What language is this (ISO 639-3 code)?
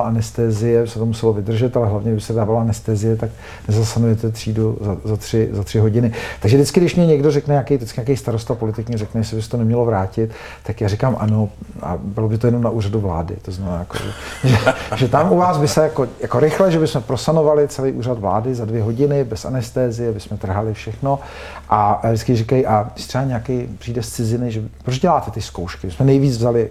ces